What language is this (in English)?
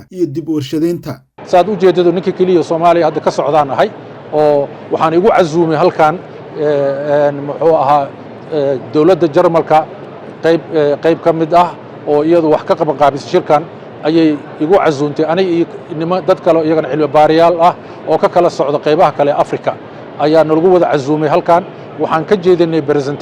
Somali